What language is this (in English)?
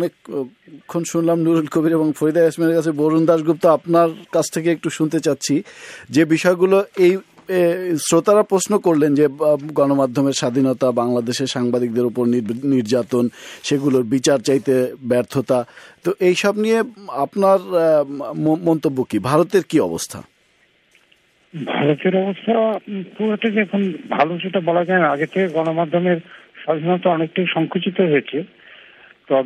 Bangla